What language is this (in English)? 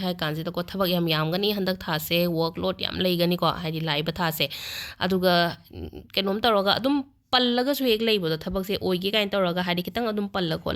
Manipuri